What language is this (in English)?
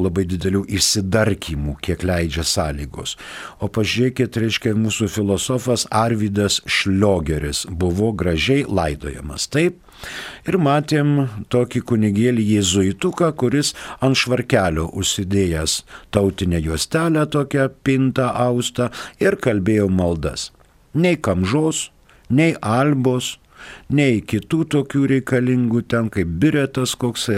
Lithuanian